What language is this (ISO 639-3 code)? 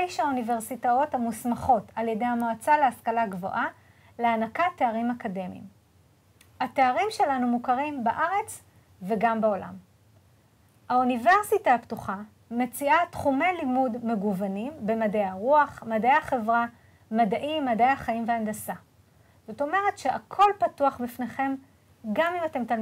heb